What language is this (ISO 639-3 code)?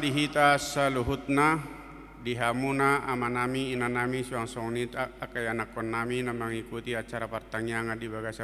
bbc